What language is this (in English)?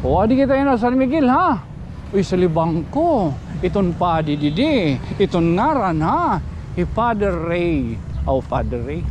Waray